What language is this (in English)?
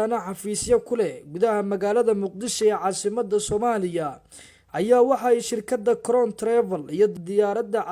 Somali